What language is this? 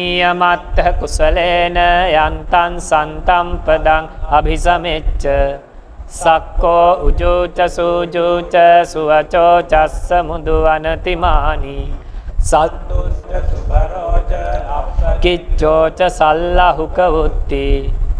Pali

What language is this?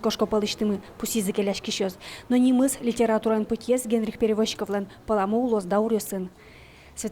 Udmurt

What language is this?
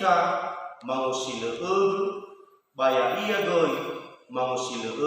Nias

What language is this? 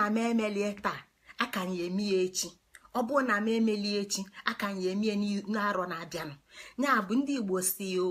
Igbo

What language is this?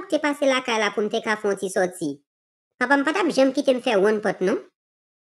Haitian Creole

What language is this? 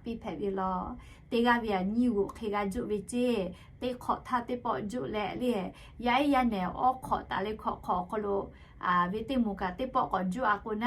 Lahu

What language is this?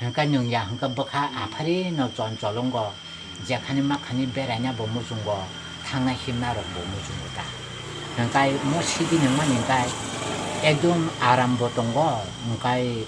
Kok Borok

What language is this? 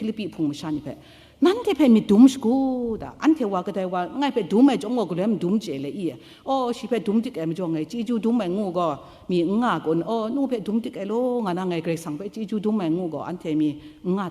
Kachin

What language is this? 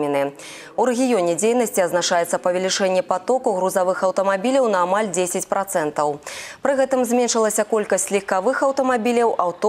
Belarusian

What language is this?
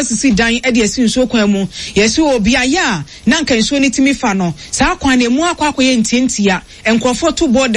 Akan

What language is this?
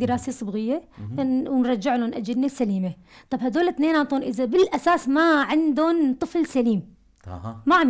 North Levantine Arabic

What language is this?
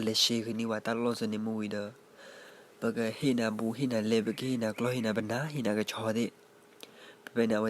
S'gaw Karen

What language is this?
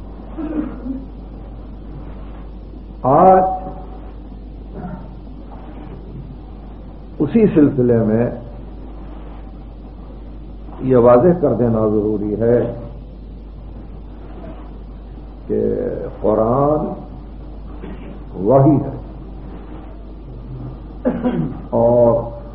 Urdu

